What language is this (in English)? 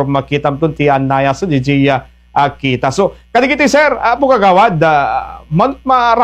Iloko